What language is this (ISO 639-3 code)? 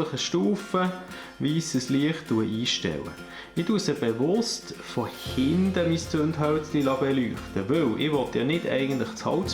gsw